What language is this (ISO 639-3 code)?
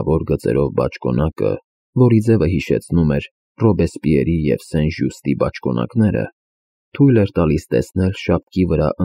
hye